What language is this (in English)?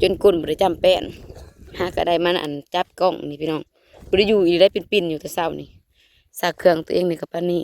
Northeastern Thai